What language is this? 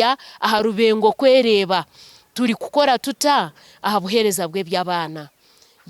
Nyankole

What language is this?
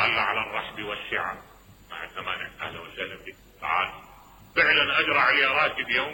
Mesopotamian Arabic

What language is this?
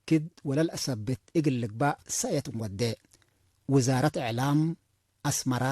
Tigre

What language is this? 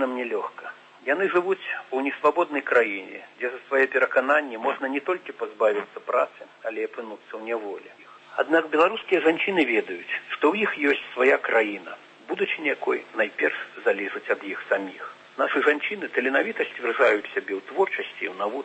Belarusian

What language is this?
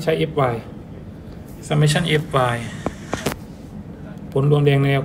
Thai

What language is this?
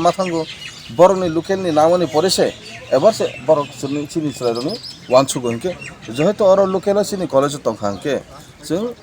Kok Borok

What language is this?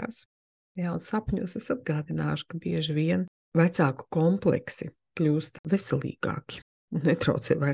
Latvian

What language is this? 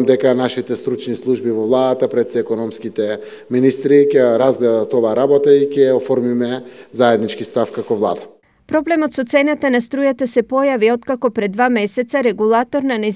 Macedonian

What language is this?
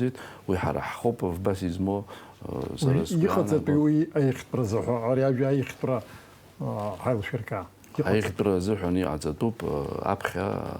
Abkhazian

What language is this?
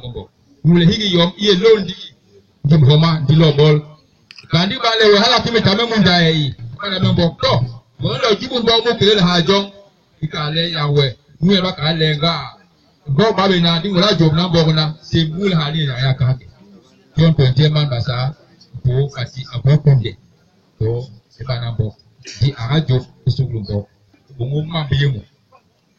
Basaa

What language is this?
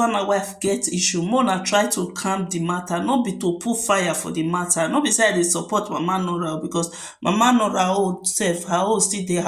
Nigerian Pidgin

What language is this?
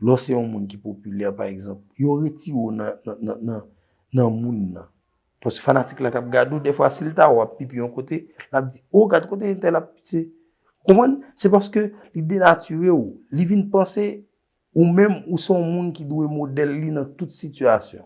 Haitian Creole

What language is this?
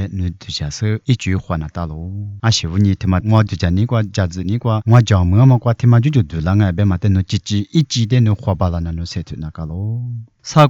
Lisu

